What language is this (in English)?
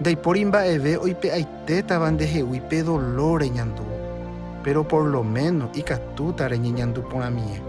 Guarani